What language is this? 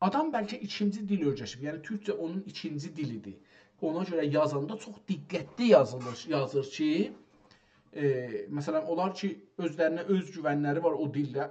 South Azerbaijani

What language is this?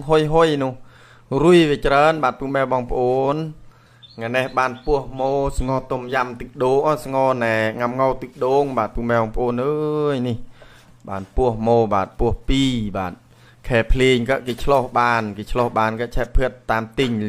Khmer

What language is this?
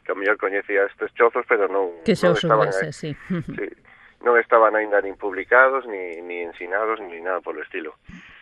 Galician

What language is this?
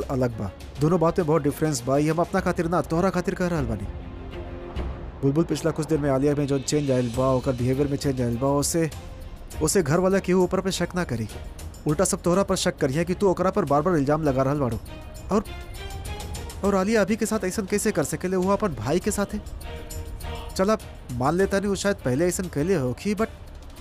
Bhojpuri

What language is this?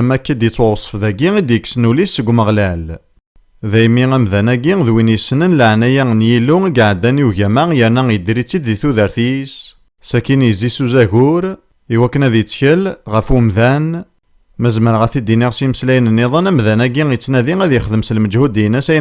Kabyle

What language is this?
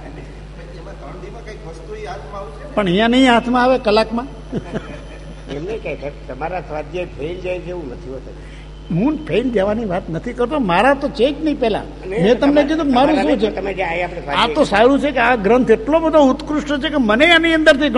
Gujarati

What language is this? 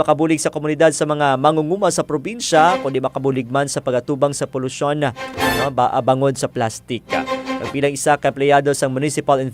Hiligaynon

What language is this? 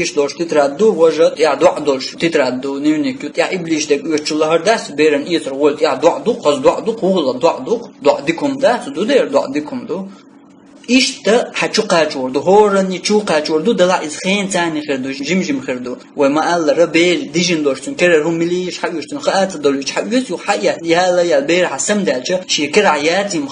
Chechen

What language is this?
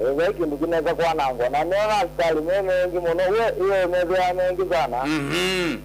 Kamba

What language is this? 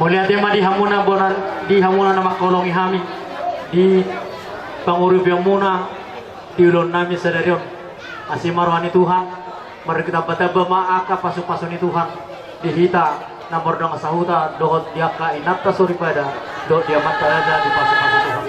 Batak Toba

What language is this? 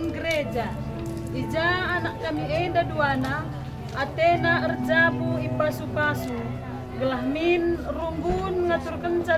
Batak Karo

